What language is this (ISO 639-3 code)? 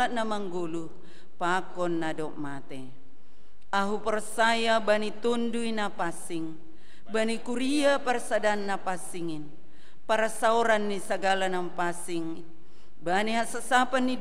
bts